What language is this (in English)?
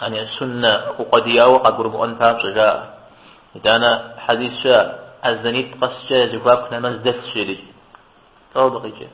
Kabardian